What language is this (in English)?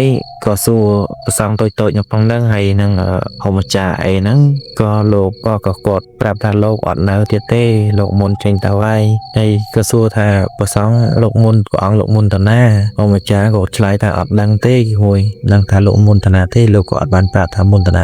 Khmer